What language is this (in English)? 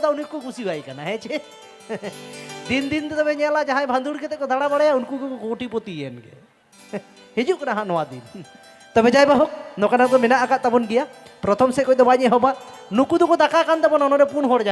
Santali